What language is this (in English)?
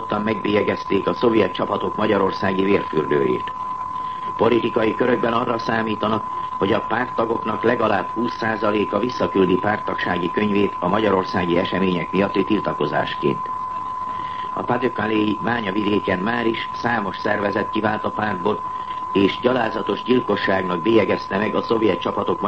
Hungarian